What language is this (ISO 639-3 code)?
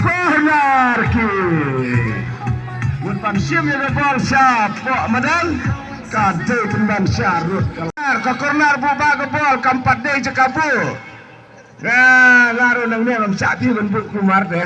kha